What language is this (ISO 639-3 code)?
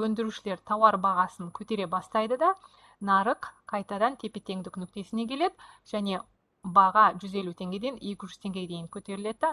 kaz